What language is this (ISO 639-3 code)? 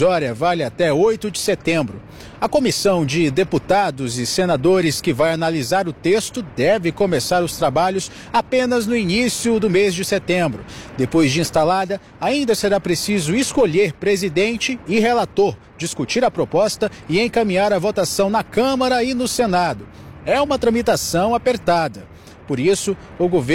por